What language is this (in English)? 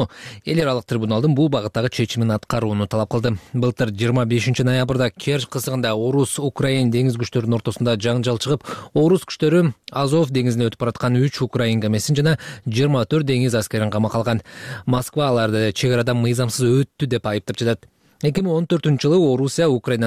Kyrgyz